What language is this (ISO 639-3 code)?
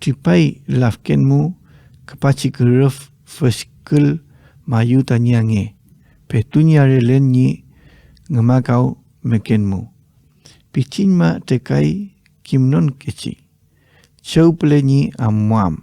arn